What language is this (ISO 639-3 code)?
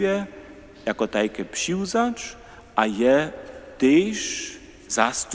hsb